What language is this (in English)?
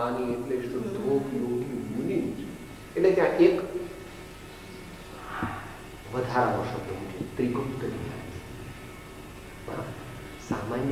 Gujarati